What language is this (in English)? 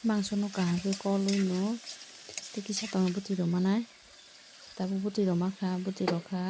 Kok Borok